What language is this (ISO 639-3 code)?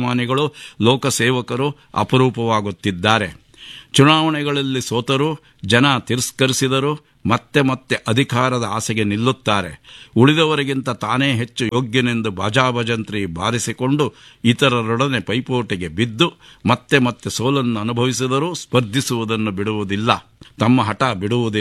kan